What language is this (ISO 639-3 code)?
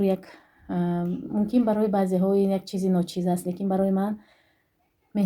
tgk